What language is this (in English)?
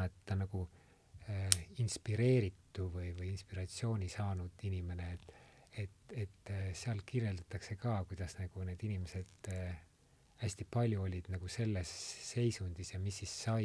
Estonian